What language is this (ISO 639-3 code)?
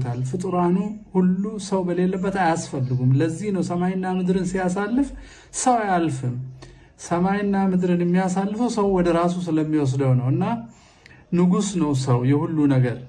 amh